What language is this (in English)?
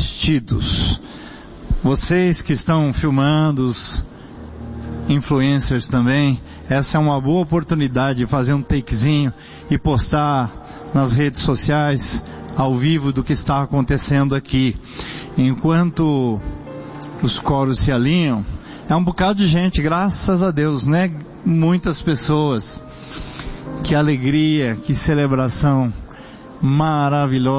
Portuguese